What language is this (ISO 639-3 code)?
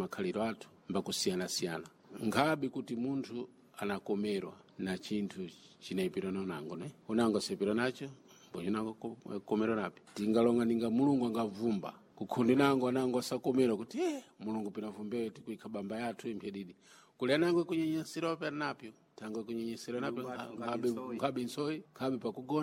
seh